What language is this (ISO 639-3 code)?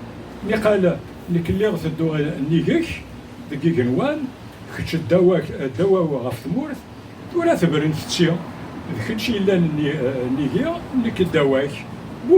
kab